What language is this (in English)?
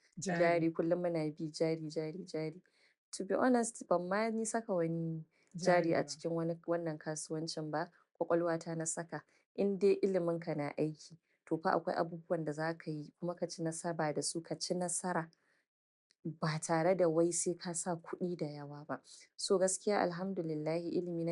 Hausa